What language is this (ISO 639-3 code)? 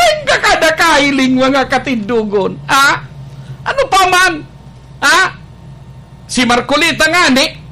bik